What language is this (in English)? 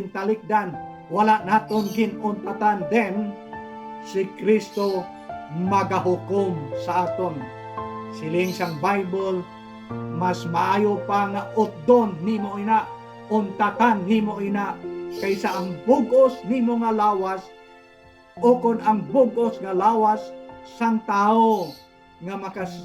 Hiligaynon